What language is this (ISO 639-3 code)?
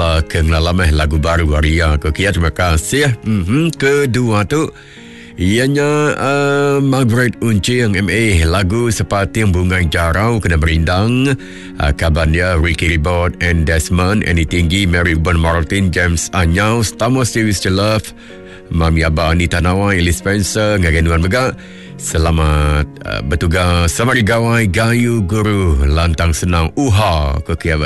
iba